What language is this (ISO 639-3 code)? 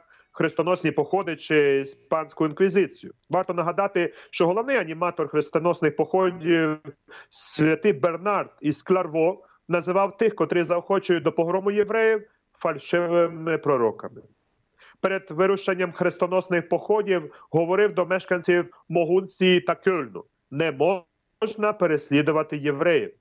ukr